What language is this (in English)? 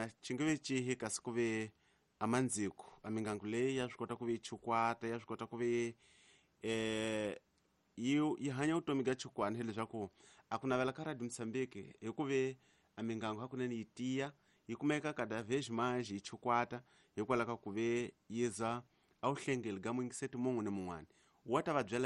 Tsonga